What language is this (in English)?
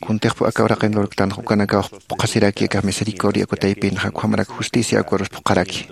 Aymara